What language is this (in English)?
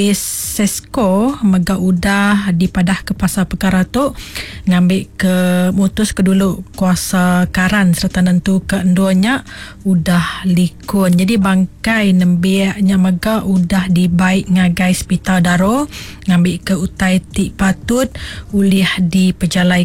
Iban